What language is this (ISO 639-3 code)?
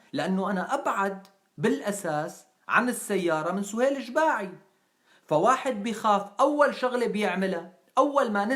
apc